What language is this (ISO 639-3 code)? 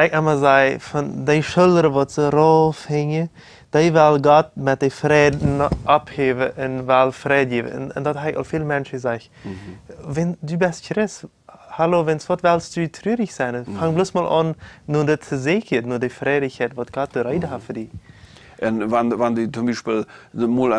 pdt